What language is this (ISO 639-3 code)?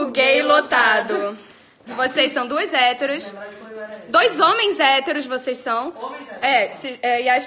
por